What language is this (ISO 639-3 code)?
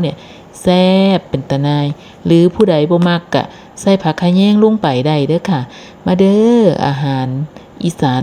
lao